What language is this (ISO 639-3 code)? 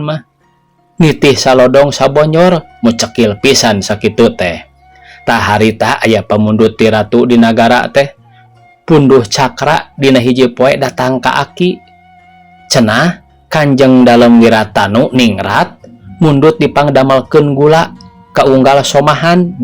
sun